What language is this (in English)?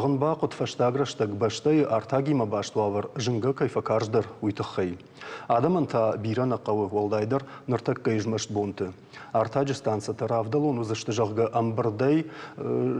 Ossetic